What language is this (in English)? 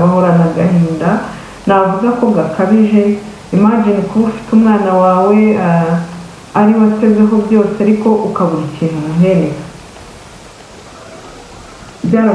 Kinyarwanda